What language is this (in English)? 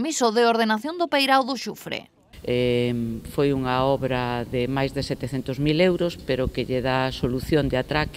Galician